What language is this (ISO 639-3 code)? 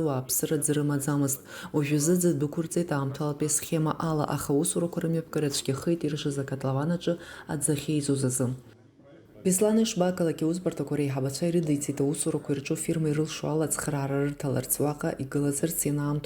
abk